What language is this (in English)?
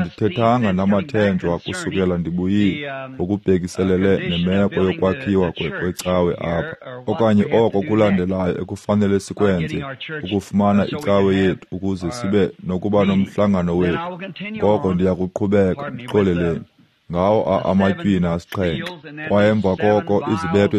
Xhosa